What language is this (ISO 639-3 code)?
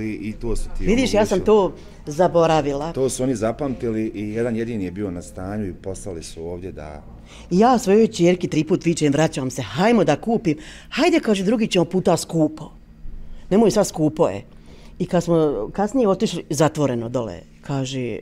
bos